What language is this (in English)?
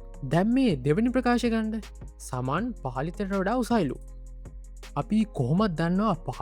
Sinhala